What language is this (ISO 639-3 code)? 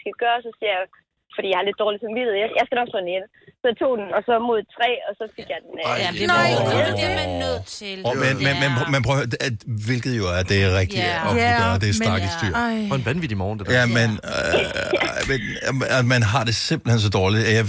dan